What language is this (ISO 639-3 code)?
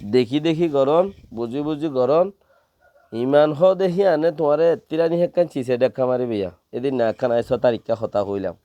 rhg